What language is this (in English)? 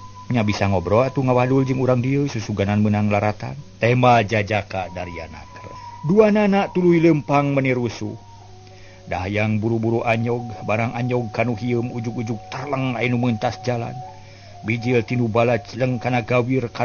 Sundanese